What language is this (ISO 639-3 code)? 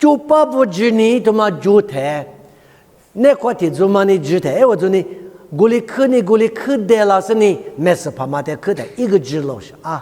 lis